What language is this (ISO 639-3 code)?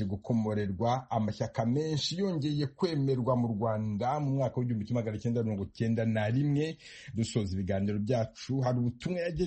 kin